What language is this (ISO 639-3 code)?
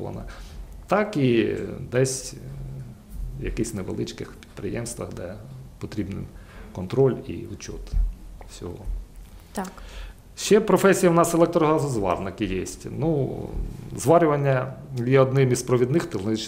ukr